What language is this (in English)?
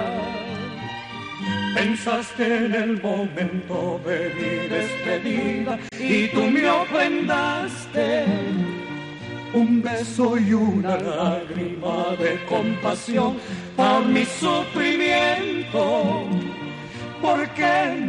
Spanish